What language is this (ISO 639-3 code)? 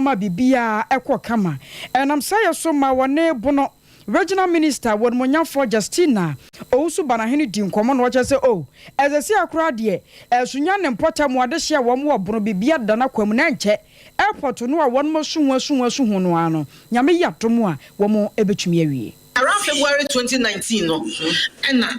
aka